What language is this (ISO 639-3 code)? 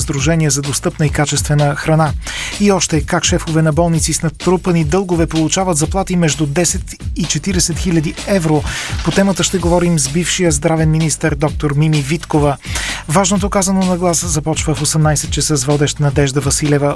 bul